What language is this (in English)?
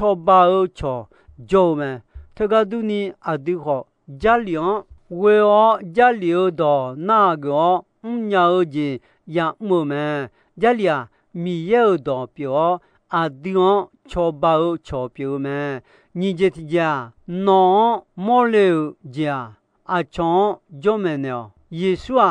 Akha